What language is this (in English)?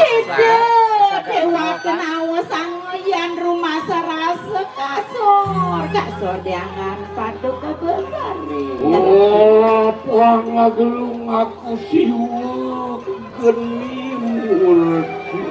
Balinese